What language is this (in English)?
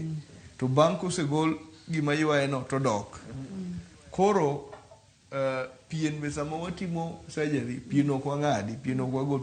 Luo (Kenya and Tanzania)